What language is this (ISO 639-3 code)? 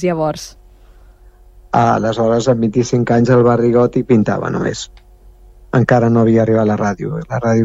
cat